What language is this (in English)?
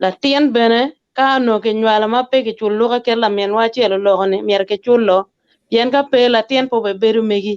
Acoli